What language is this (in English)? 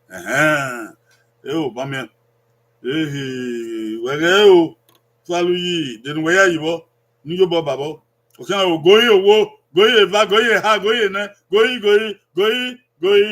Bini